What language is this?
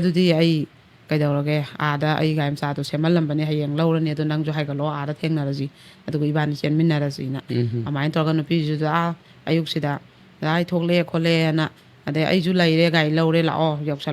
Manipuri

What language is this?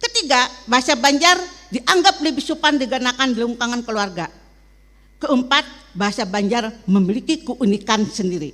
Banjar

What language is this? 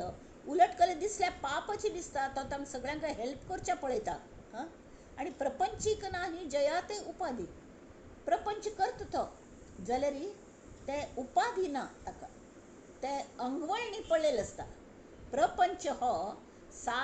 Konkani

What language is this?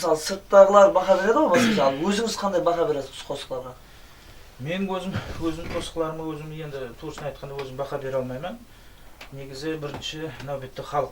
Kara-Kalpak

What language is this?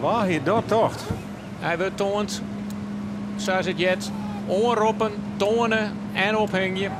Western Frisian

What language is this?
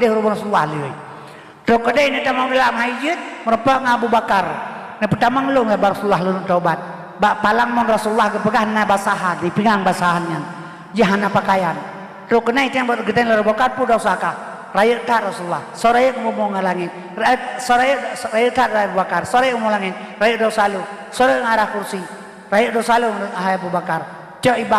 Achinese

